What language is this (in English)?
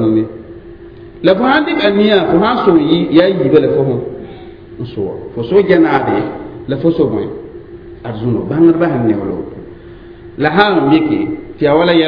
Mossi